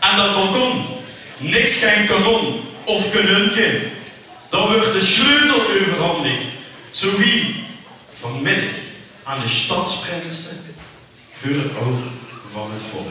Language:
Limburgish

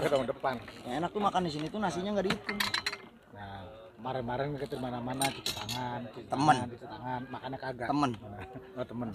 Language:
Betawi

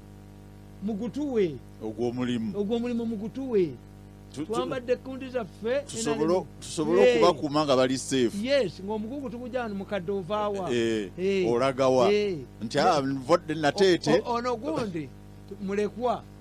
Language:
Ganda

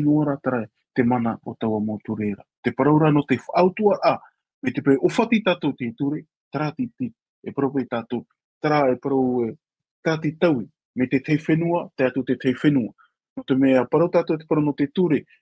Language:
Tahitian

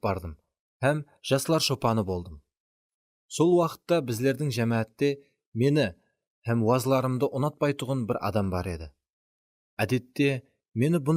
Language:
Kara-Kalpak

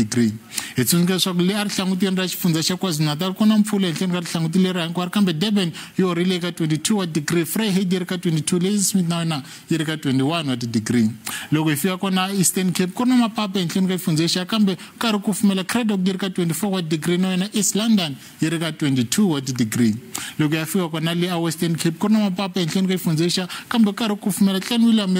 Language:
Tsonga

